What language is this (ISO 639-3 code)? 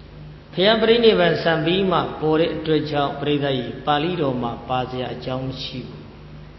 mya